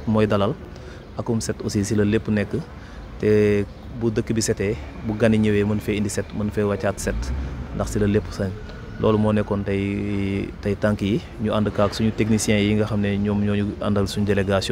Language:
Wolof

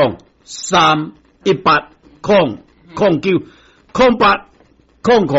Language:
Min Nan Chinese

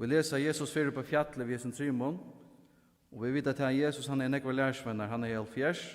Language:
Faroese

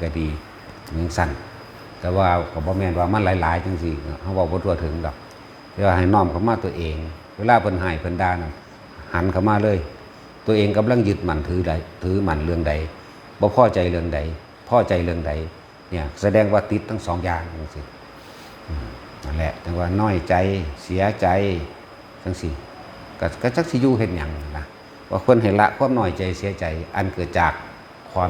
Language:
Northeastern Thai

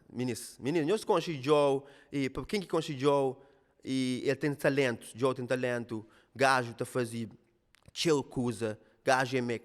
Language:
Kabuverdianu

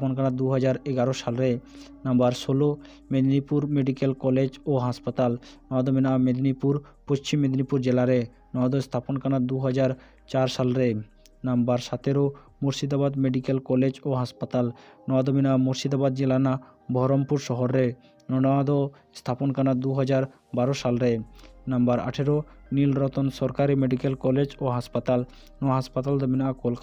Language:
Santali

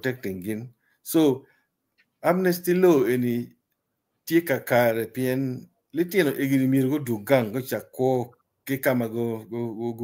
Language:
Acoli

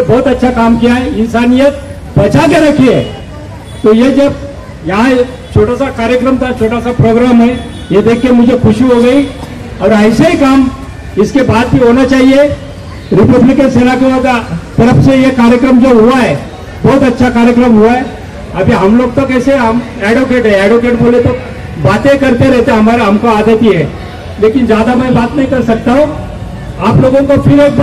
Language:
Hindi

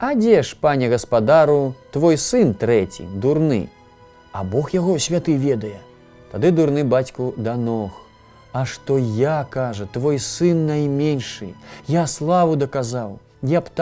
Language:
Belarusian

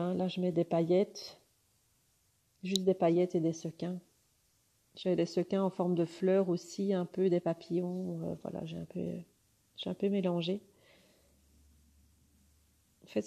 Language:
French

